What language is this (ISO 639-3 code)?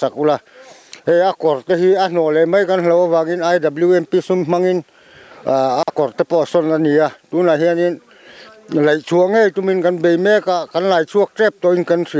lus